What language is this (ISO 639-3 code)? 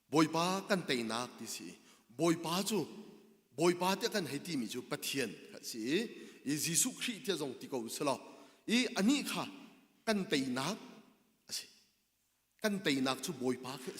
cnh